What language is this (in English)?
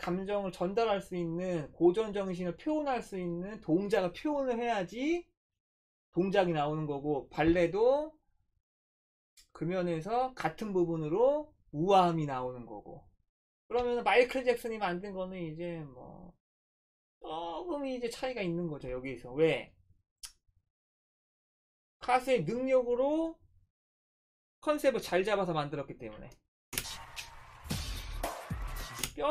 Korean